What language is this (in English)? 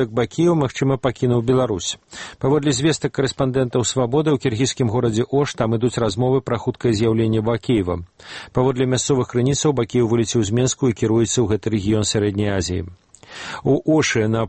Belarusian